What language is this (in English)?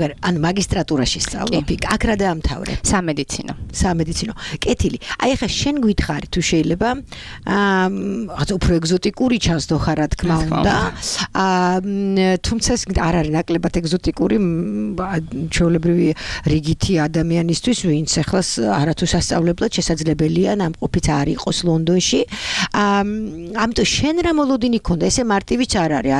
Georgian